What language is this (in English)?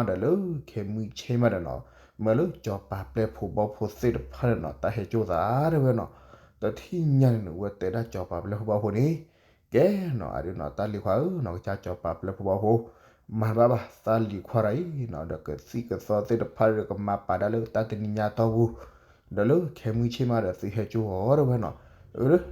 S'gaw Karen